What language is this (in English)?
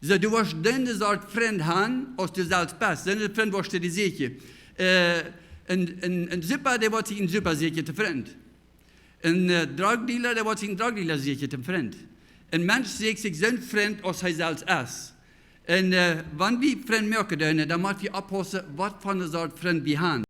Plautdietsch